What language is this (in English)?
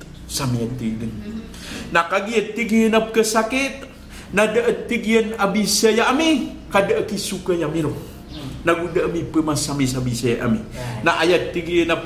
Maranao